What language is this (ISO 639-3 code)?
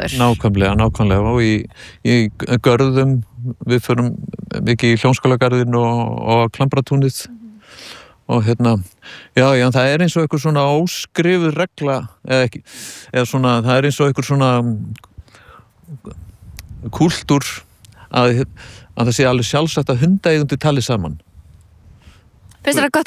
isl